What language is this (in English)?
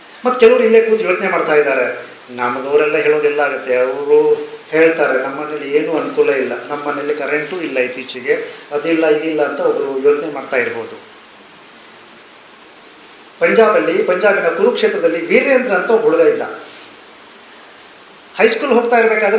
Kannada